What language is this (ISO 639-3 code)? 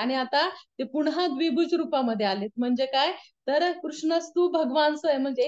mar